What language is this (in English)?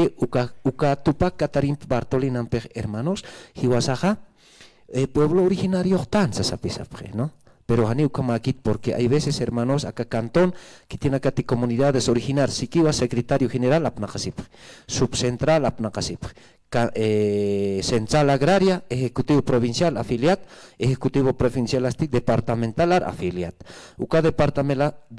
Aymara